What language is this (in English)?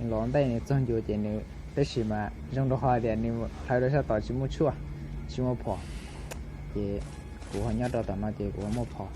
Hmong